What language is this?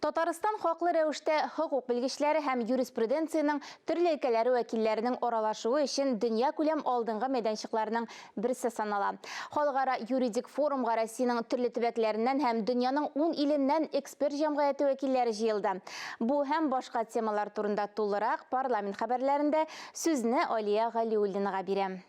Tatar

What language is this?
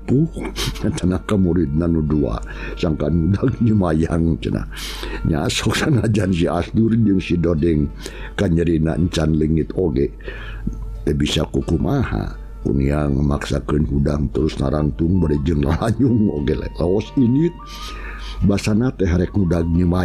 Sundanese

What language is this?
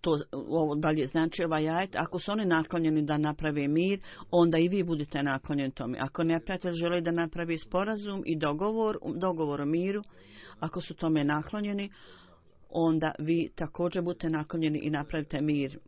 Bosnian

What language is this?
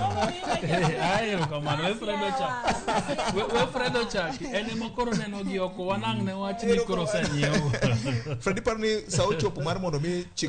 Luo (Kenya and Tanzania)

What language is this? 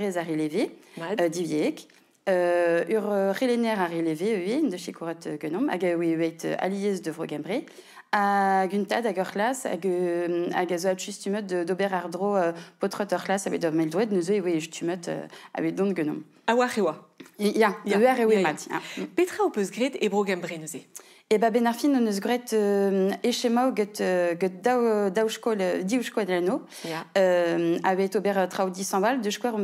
Breton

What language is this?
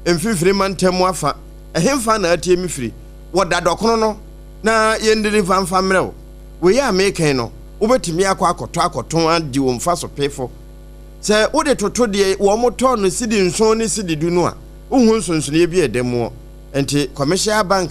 Akan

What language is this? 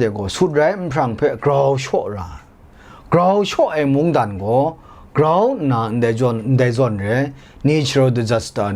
Kachin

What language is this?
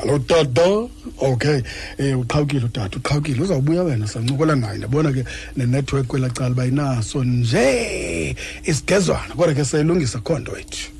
Xhosa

